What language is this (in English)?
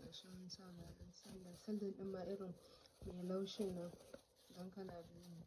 Hausa